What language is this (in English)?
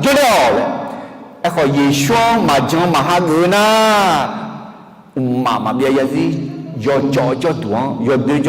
Akha